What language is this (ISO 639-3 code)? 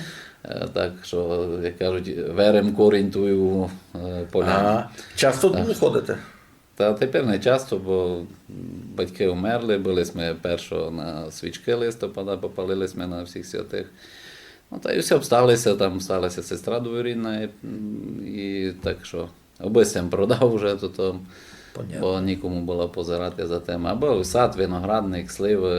rue